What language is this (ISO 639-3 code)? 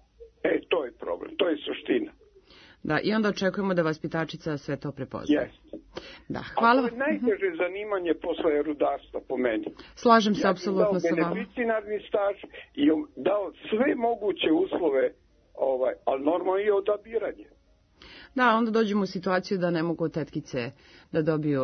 srp